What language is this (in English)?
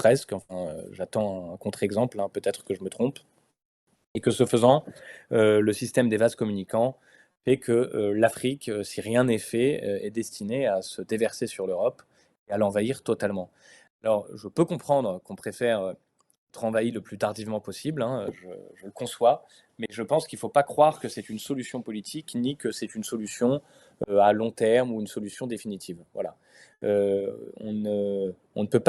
French